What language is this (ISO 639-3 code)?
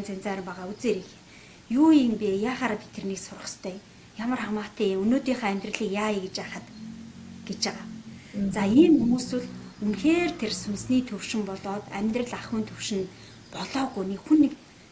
mon